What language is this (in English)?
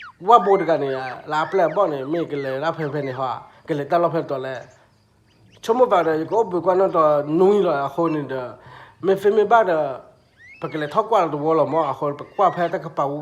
S'gaw Karen